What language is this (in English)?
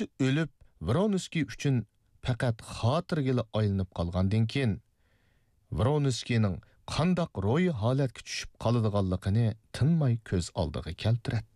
Uyghur